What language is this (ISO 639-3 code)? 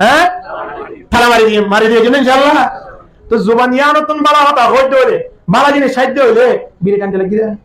rhg